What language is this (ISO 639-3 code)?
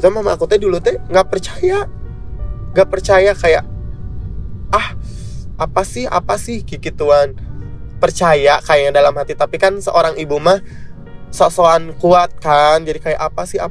ind